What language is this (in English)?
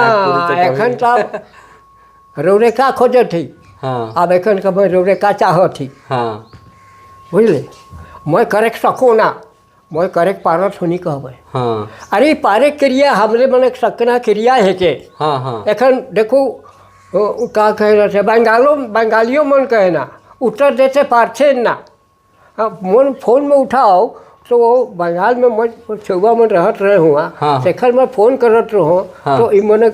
Sadri